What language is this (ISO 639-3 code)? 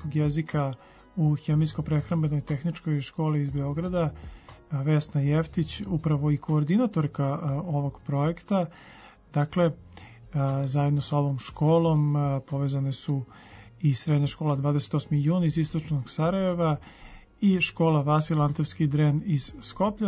srp